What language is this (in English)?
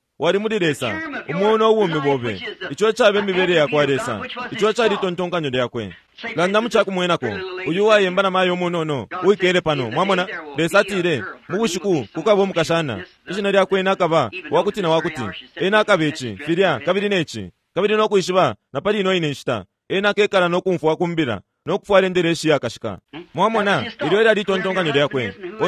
Bemba